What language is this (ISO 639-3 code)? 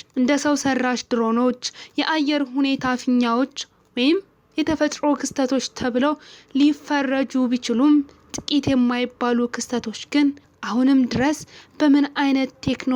amh